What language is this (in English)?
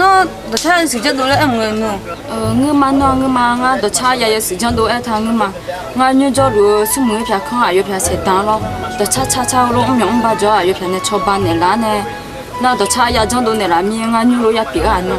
Akha